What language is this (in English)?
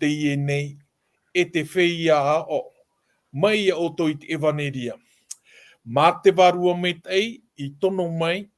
Tahitian